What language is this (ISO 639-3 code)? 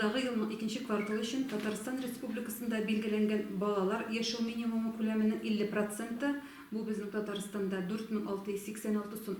tat